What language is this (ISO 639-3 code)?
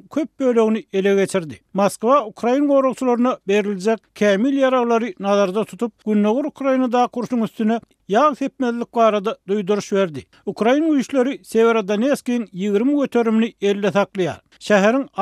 tuk